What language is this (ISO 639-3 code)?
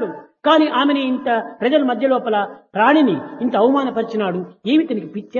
tel